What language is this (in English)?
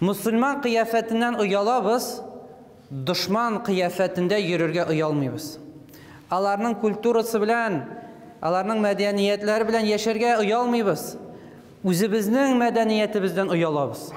Tatar